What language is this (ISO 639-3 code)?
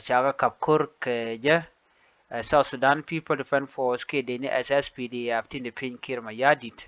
nus